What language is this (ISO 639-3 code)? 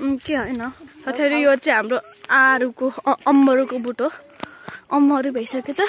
nep